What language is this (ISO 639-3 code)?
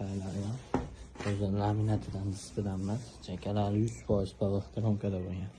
uzb